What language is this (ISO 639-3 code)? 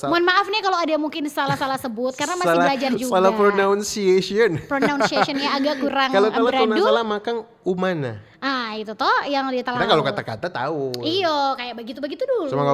xmm